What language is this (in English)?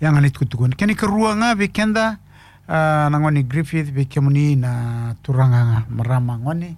Fijian